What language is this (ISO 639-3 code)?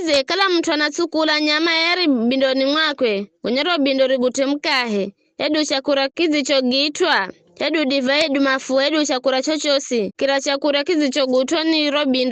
nyf